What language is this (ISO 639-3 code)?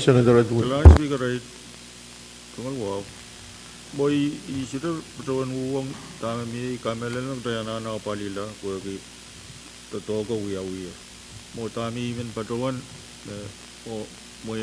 pon